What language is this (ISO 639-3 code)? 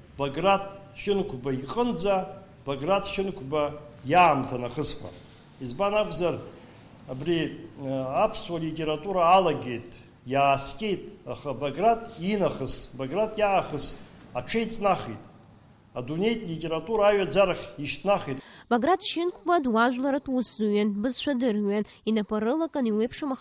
abk